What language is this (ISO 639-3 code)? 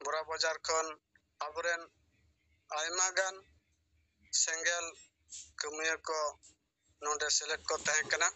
sat